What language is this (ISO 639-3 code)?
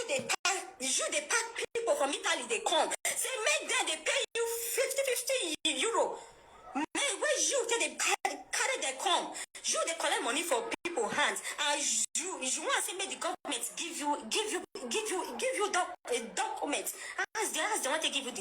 pcm